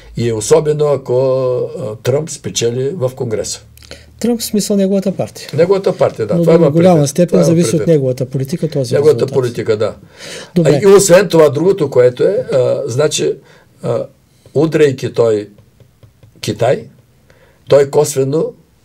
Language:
Bulgarian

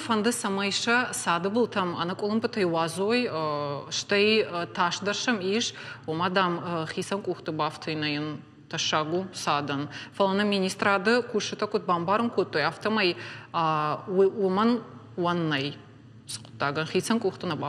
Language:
Ossetic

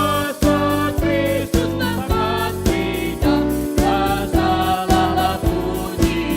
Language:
Batak Karo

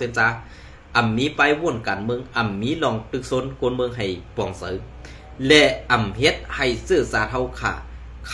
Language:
Shan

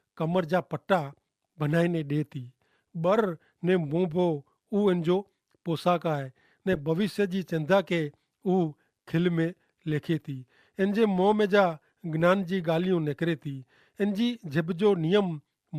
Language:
Kachhi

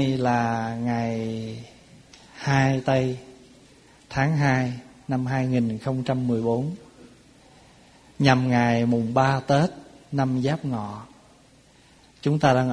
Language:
Vietnamese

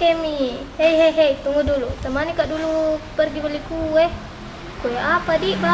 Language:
Makassar Malay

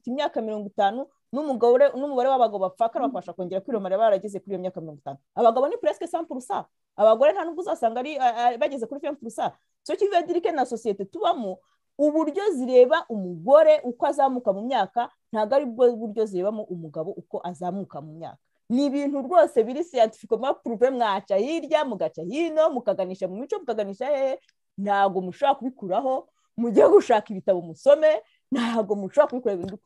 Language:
Kinyarwanda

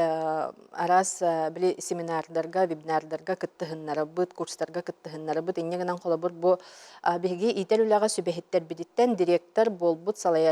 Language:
Yakut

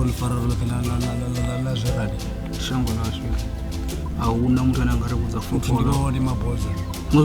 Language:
Venda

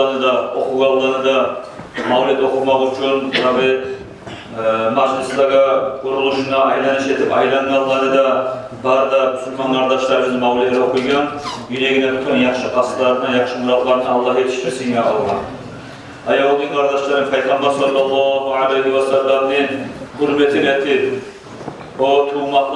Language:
Kumyk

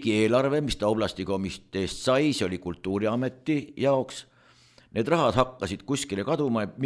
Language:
Estonian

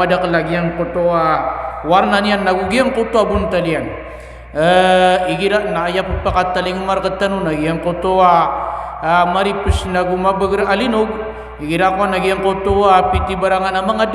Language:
Maranao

